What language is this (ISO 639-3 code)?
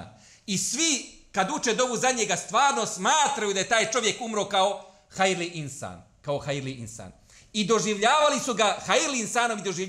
bos